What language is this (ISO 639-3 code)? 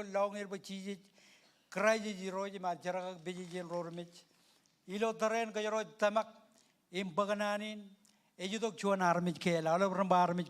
mah